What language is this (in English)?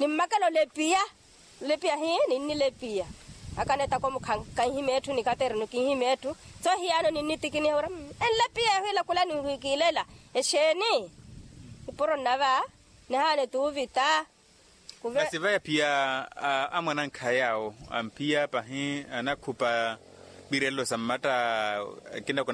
Makhuwa